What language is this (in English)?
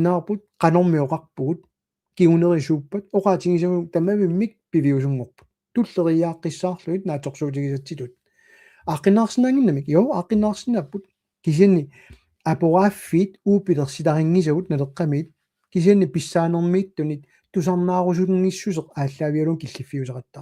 Kalaallisut